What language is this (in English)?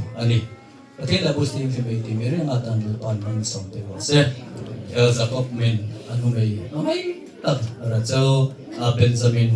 Hmar